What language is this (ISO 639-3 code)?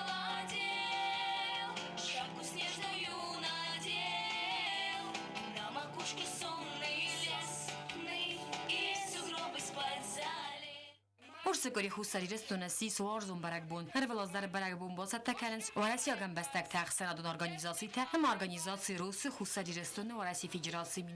oss